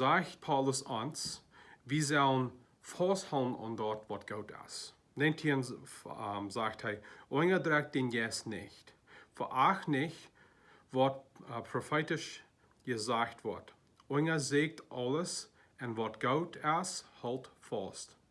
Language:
Plautdietsch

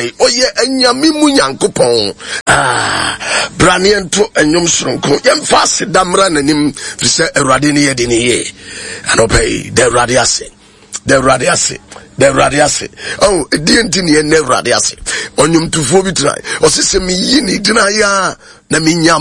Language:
Akan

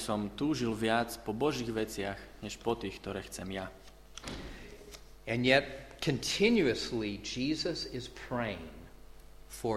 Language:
Slovak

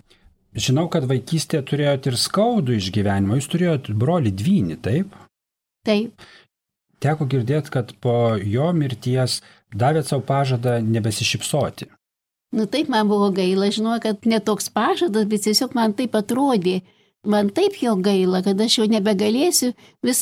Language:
Lithuanian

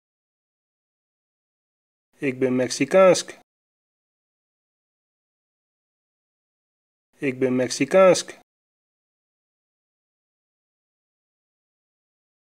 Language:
Western Frisian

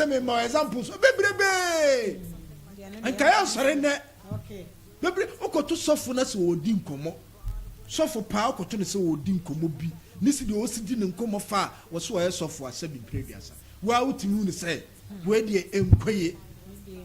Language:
Akan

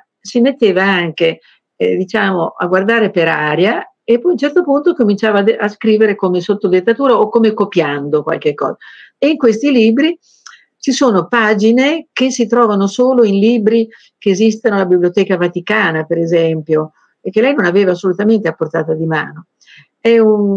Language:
Italian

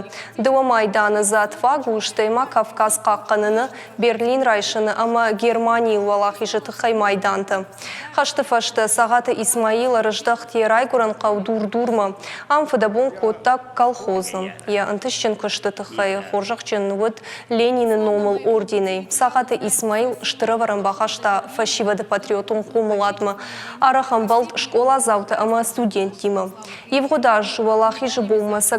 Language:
Ossetic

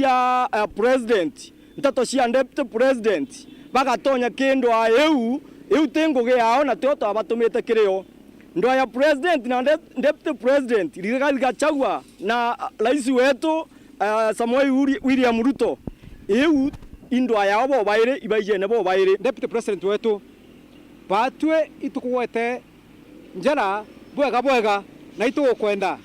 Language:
Meru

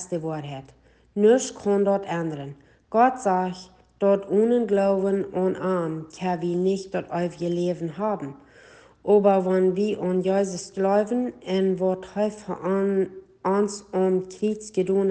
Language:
Plautdietsch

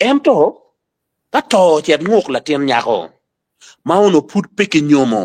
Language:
Acoli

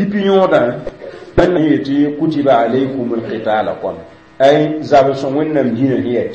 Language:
Mossi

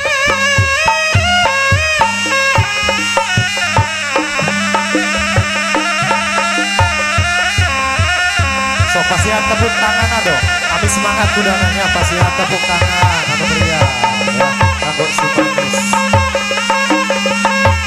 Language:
Sundanese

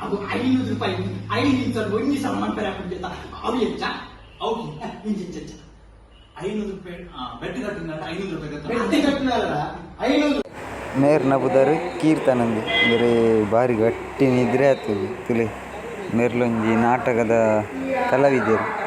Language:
Tulu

